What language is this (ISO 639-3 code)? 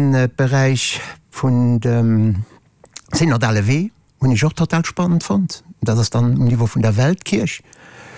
ltz